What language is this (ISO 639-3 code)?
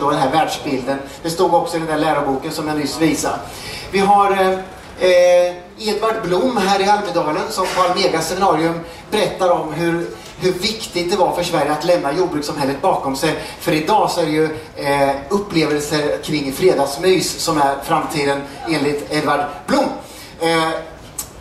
swe